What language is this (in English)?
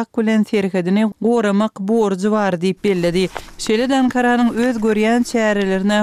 Turkmen